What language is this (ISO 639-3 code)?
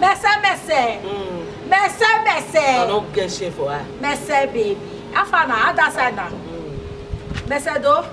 pcm